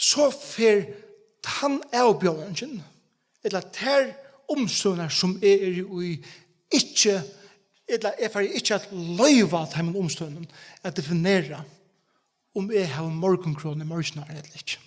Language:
Faroese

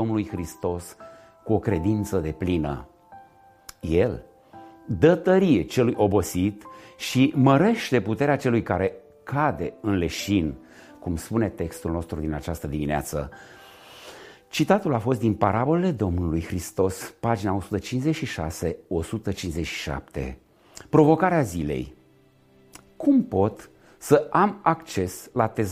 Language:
Romanian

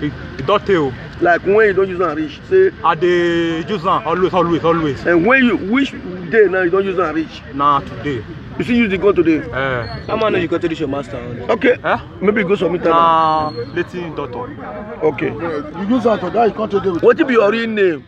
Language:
Nigerian Pidgin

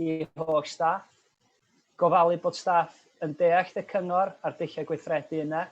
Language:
Welsh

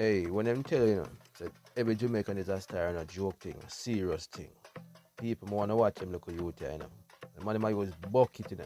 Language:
Jamaican Creole English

